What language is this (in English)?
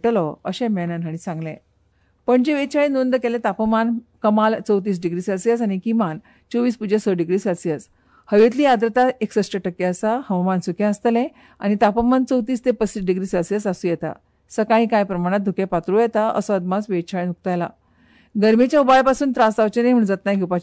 Konkani